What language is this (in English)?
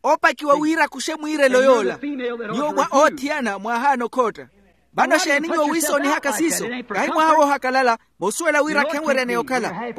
Makhuwa